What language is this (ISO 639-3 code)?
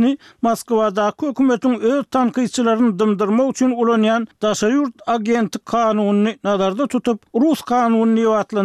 tuk